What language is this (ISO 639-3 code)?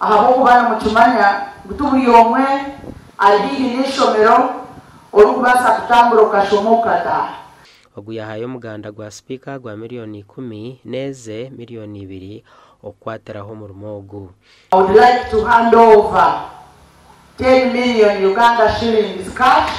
nyn